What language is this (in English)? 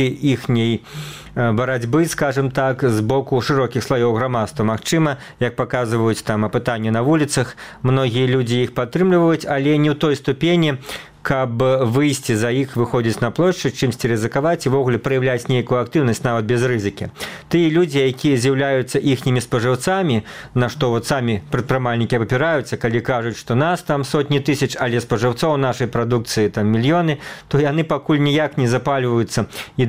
Belarusian